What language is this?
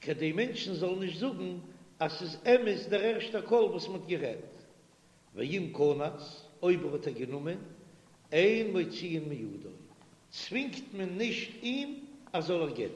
Yiddish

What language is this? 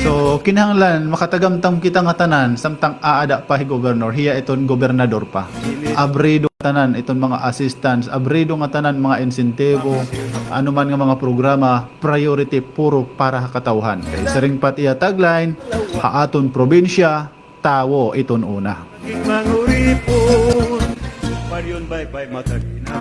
Waray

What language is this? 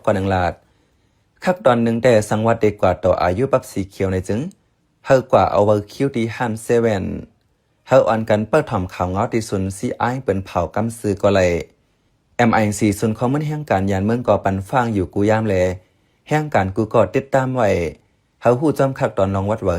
Shan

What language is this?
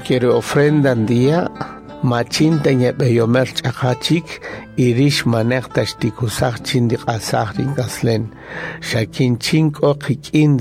Kaqchikel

